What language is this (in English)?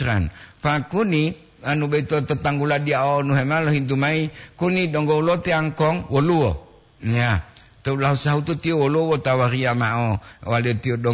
Gorontalo